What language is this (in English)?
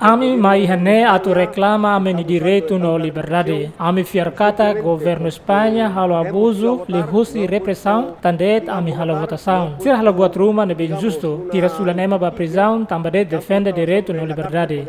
Tetum